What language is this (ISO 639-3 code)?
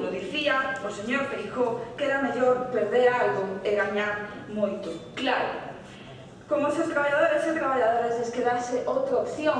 glg